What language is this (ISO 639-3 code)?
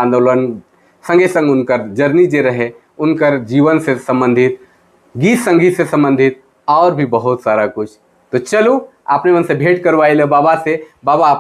sck